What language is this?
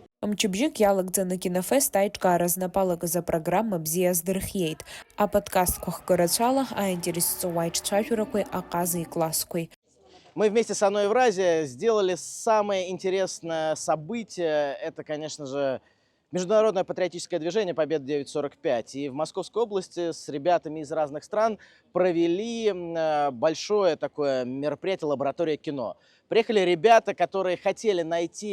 Abkhazian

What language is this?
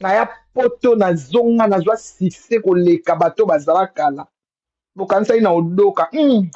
Lingala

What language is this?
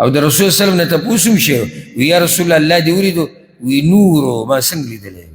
Pashto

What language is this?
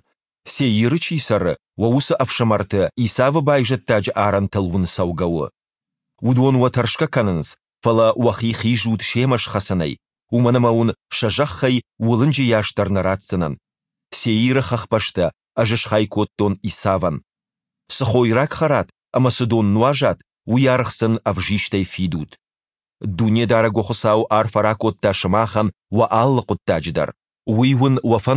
Ossetic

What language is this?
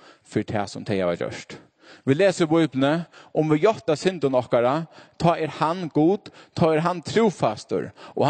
Faroese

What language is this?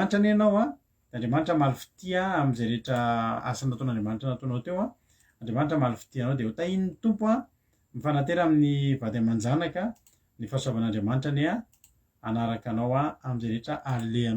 Malagasy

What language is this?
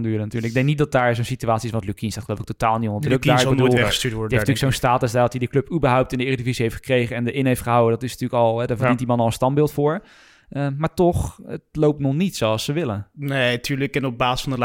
Dutch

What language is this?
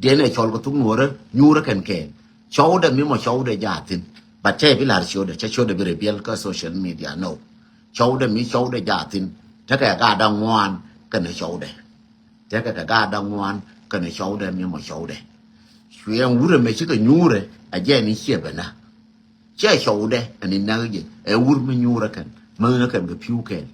Nuer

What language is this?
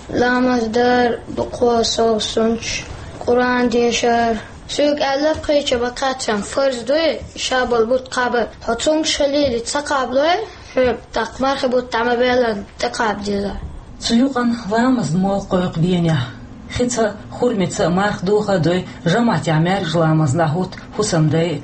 Chechen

